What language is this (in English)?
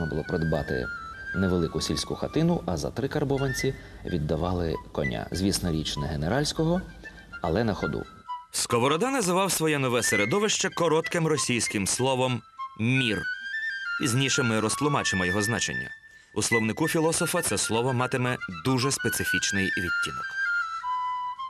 Ukrainian